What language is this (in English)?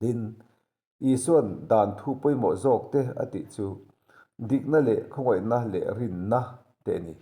Mizo